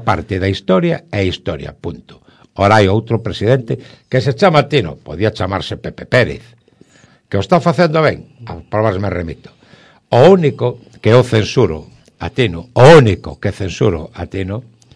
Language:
Galician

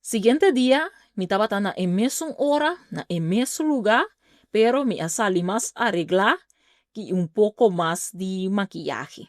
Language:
Papiamento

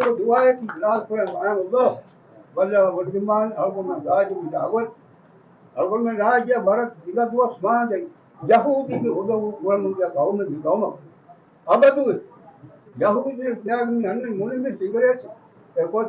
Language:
Divehi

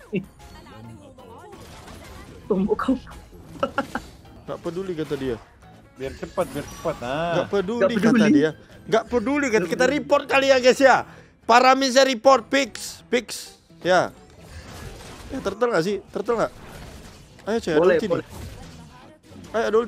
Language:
Indonesian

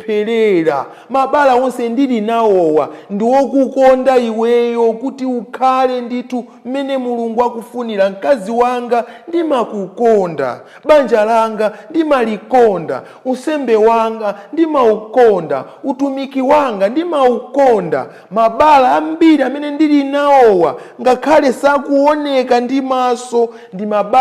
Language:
Nyanja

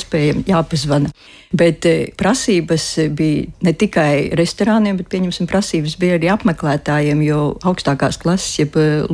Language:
Latvian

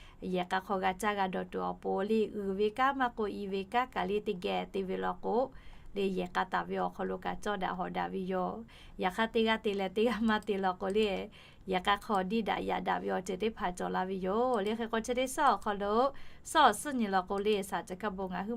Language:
Lahu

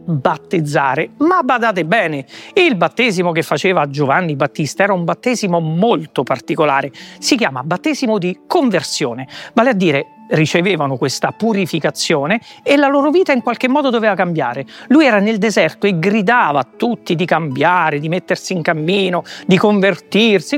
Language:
Italian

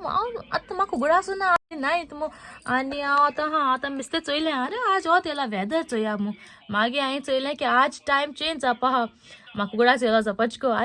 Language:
Konkani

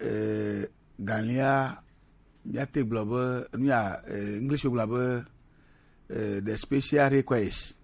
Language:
Gen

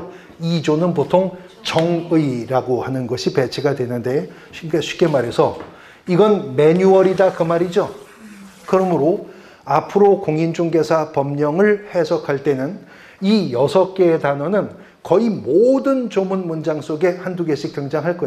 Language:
Korean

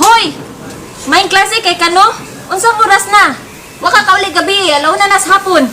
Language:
Cebuano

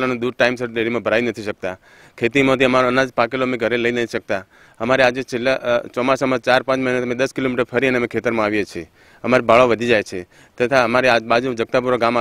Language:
Gujarati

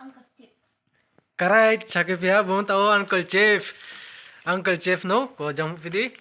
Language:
Riang (India)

